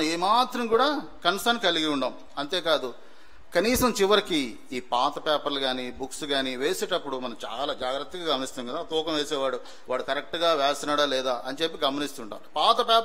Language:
Telugu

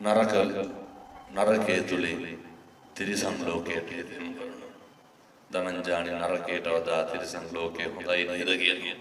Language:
Sinhala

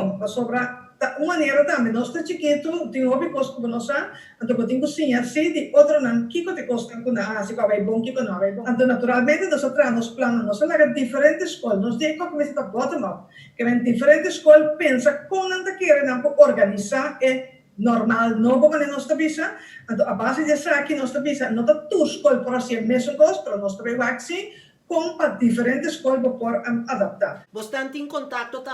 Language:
Papiamento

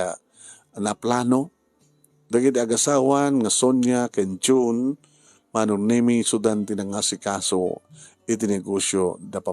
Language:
Iloko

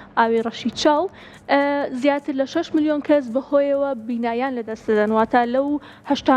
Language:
Central Kurdish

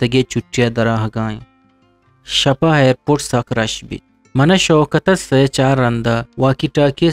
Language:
Eastern Balochi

